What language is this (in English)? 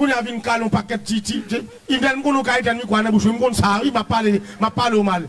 Haitian Creole